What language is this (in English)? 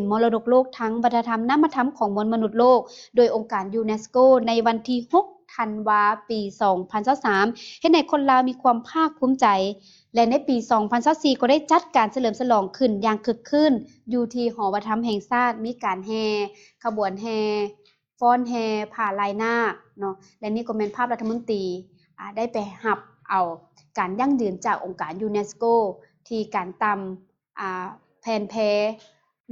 Lao